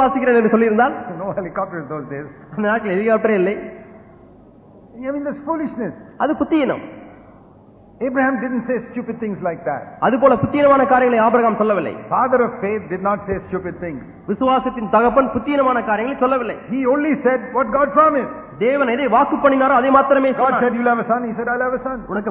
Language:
Tamil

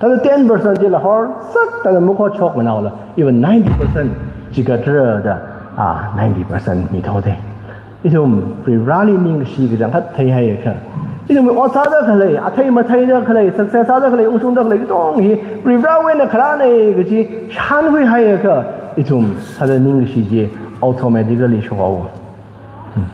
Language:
Tangkhul Naga (India)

